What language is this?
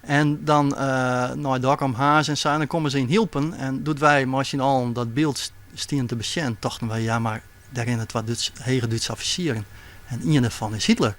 Western Frisian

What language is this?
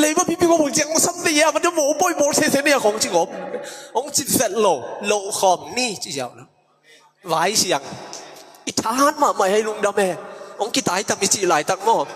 Tedim Chin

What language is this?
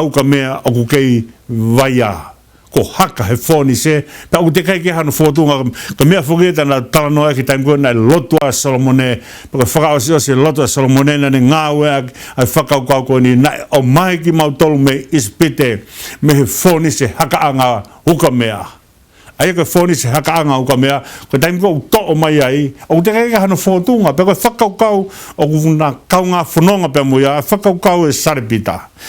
Tongan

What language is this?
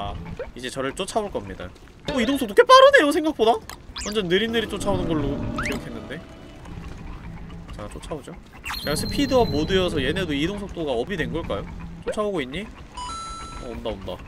Korean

